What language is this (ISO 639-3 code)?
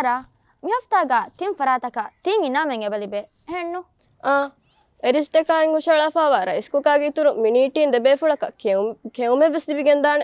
div